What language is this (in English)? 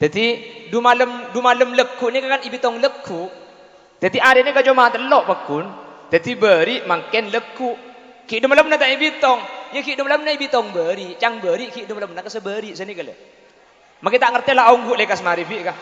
Madurese